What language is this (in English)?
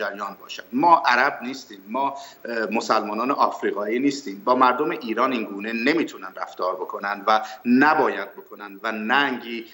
Persian